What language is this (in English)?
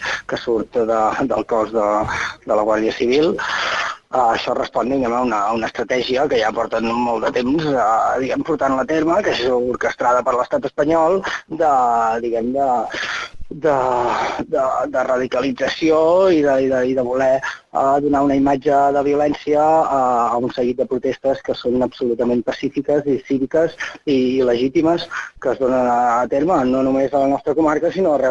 Catalan